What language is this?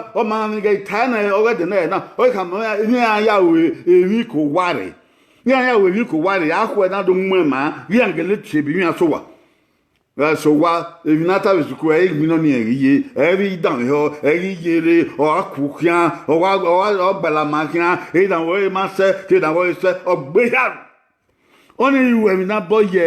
Bini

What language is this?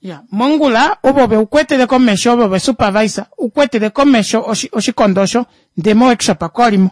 Kuanyama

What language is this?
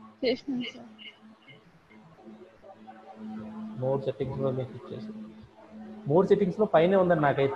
Telugu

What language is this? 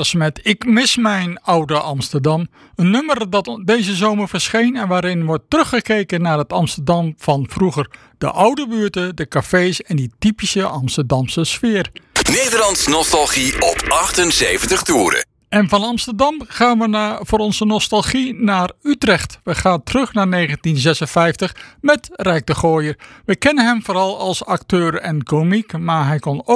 Dutch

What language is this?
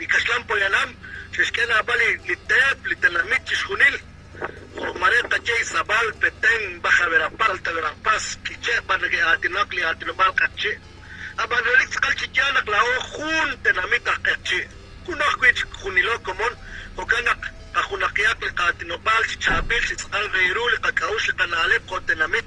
Kekchí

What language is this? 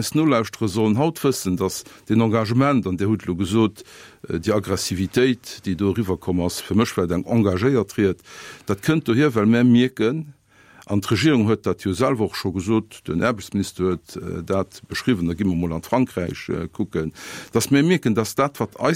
Luxembourgish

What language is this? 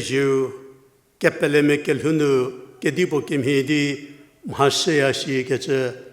Angami Naga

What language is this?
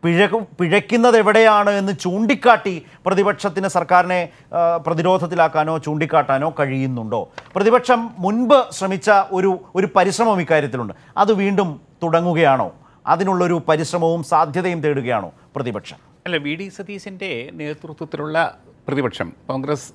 Malayalam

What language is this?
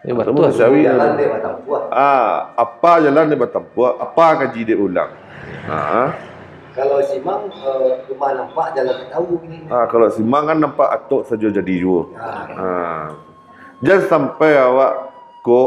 Minangkabau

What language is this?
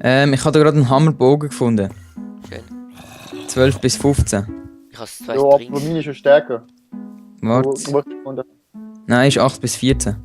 Swiss German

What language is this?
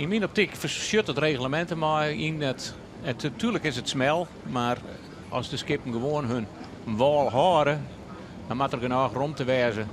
Western Frisian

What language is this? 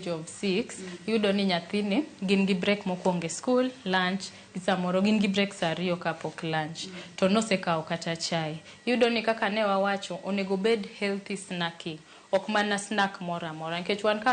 Luo (Kenya and Tanzania)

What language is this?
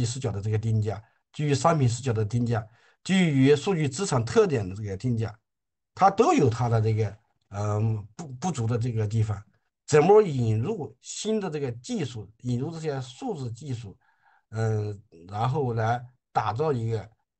Chinese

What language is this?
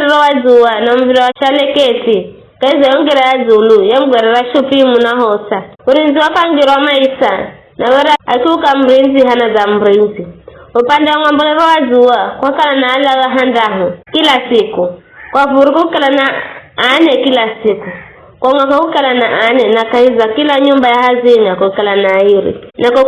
Giryama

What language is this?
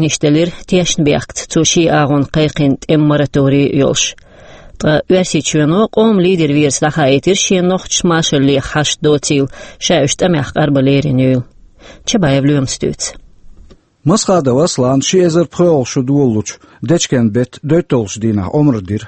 Chechen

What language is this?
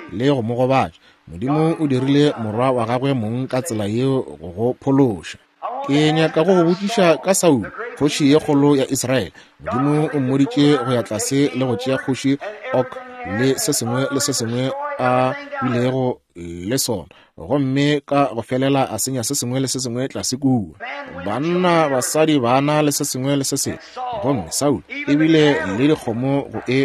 Northern Sotho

